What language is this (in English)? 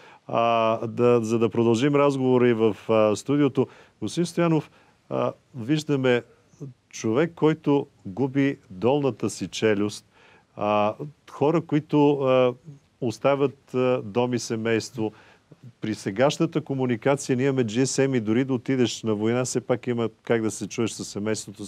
Bulgarian